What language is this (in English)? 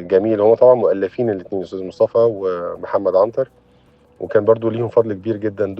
Egyptian Arabic